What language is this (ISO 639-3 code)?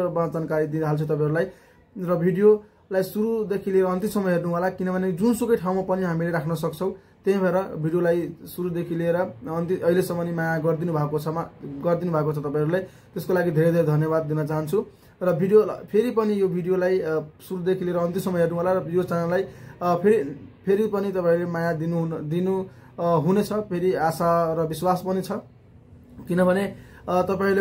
nep